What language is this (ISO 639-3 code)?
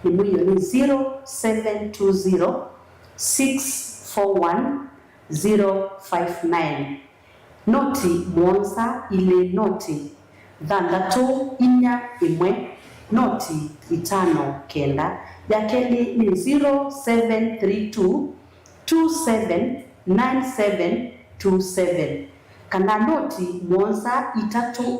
kam